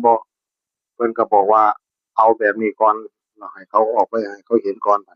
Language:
Northeastern Thai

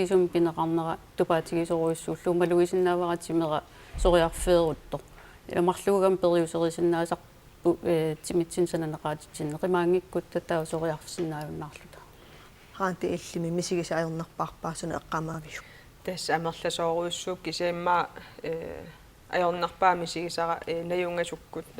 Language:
Kalaallisut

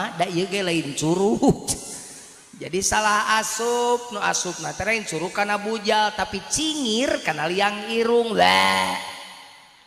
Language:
Sundanese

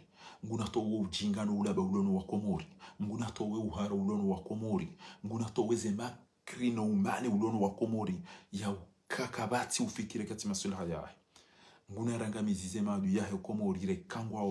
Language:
Ngazidja Comorian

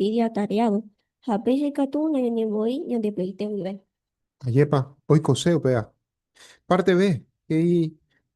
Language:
Guarani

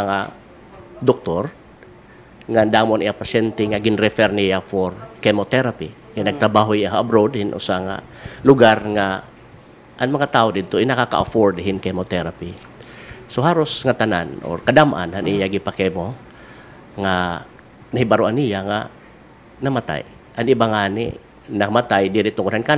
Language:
Waray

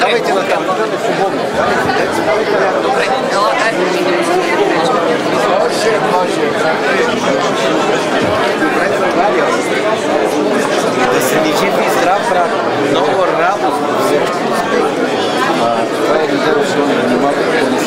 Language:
Bulgarian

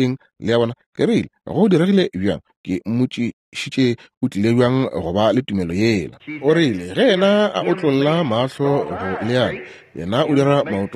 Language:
Northern Sotho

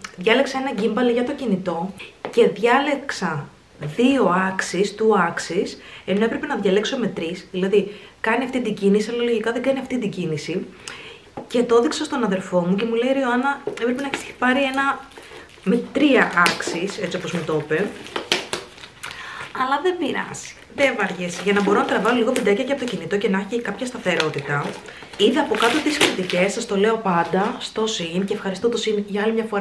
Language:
Greek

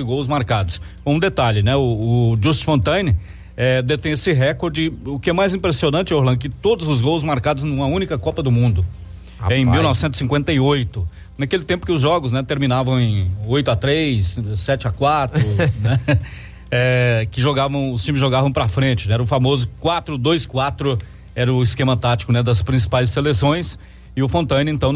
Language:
Portuguese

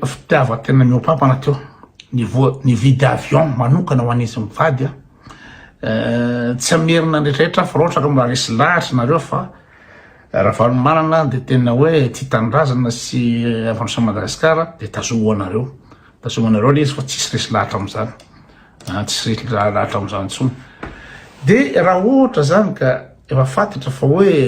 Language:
Malagasy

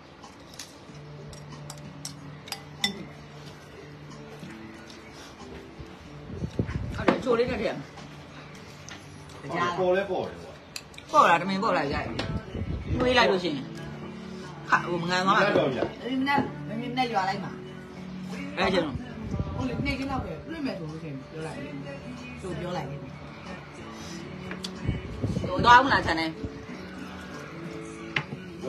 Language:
Burmese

